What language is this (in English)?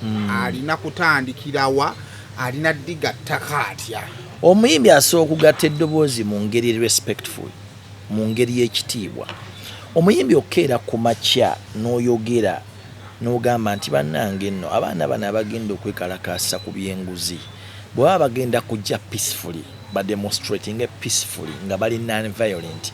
Ganda